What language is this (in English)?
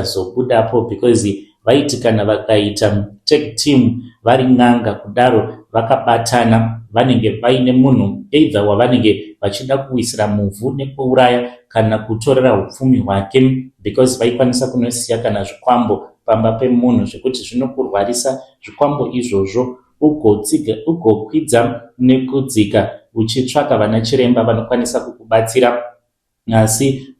Shona